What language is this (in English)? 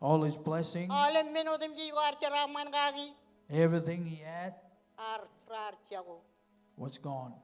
Marshallese